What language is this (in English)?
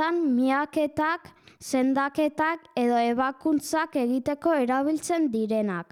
Basque